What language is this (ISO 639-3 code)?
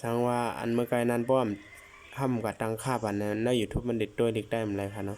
shn